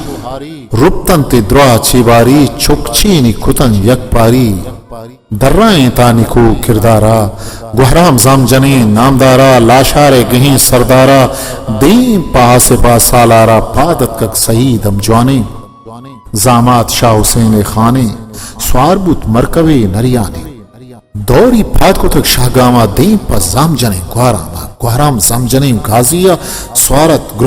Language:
Eastern Balochi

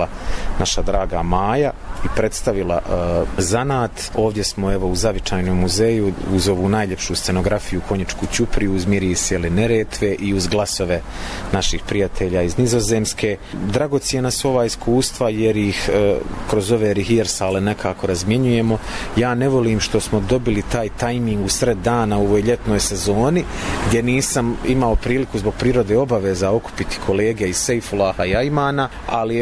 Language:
Bosnian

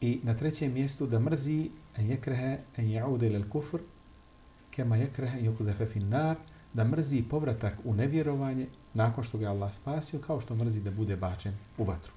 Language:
Bosnian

